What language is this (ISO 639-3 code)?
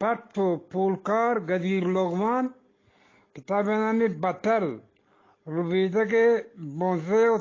bgp